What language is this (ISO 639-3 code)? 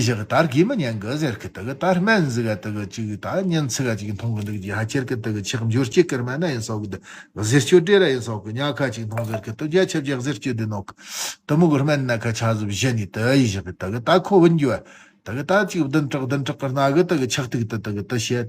bod